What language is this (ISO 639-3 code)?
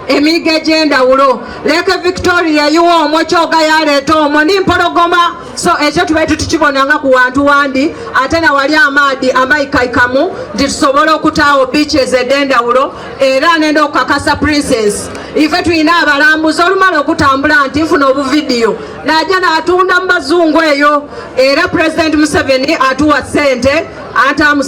xog